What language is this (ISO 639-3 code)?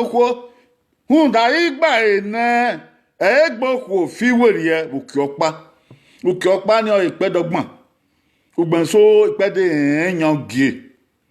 bin